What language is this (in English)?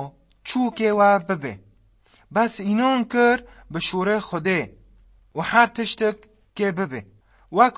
Kurdish